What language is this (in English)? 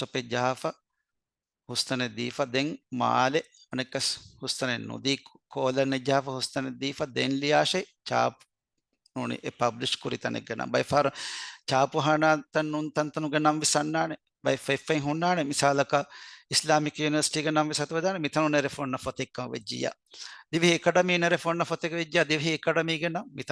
Divehi